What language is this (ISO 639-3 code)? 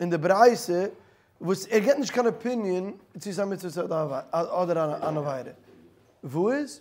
yid